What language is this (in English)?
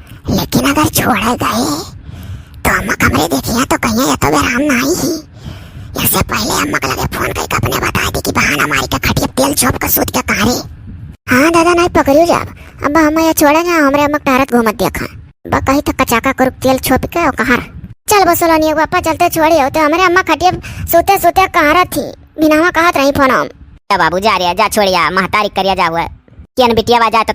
Awadhi